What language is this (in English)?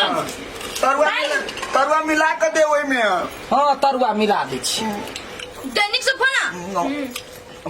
Maithili